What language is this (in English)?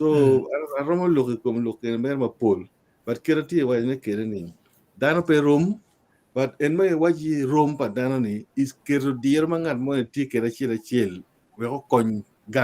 Acoli